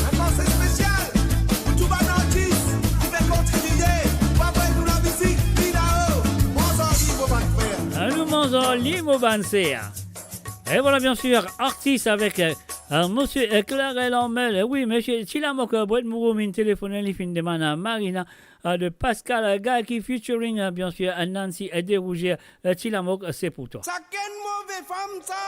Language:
Morisyen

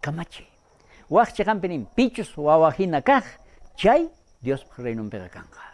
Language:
South Bolivian Quechua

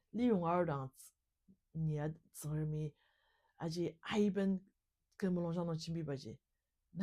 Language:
Ao Naga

